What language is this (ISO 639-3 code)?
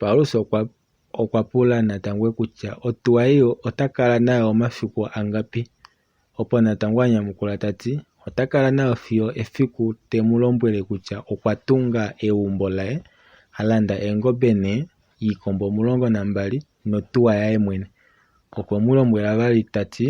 kua